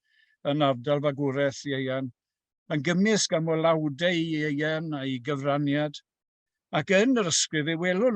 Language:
Welsh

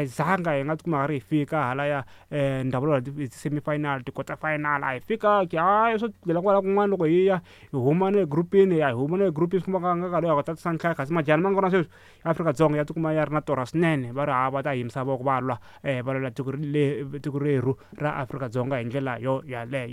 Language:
Tsonga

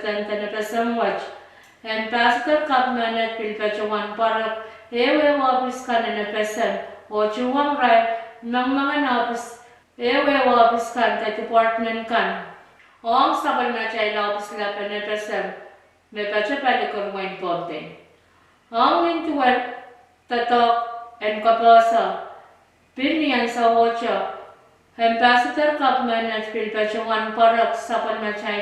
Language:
Pohnpeian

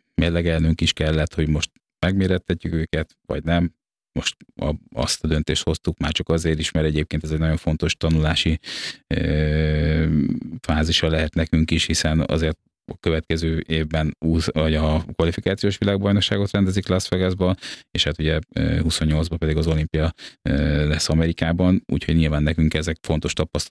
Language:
Hungarian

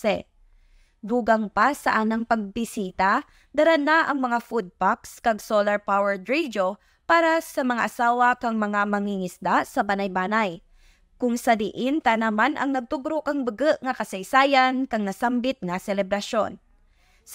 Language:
Kinaray-a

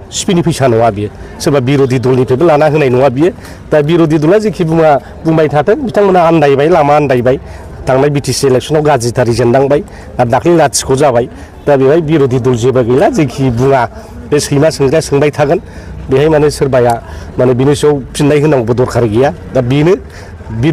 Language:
Bodo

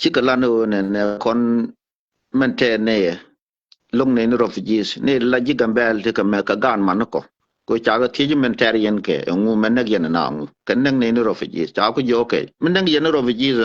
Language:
Nuer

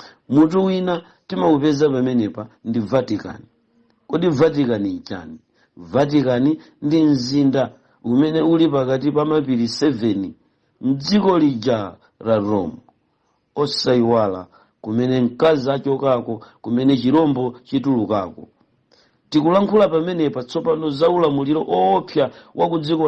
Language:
Nyanja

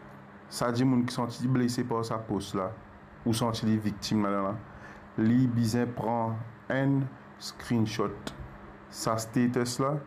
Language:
Morisyen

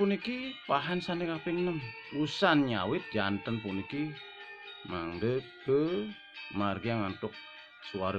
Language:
Balinese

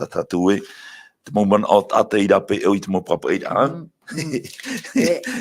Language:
Tahitian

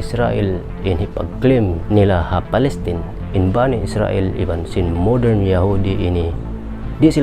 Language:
Tausug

